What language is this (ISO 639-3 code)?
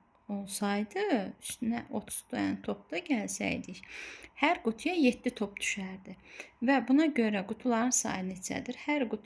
aze